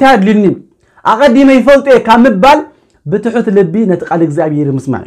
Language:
Tigrinya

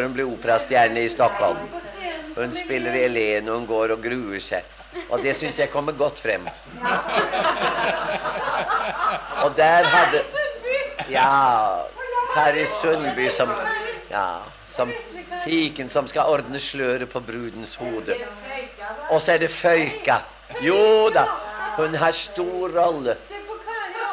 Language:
Norwegian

